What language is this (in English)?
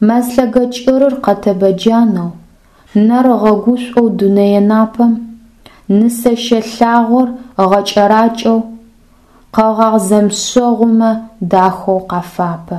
Adyghe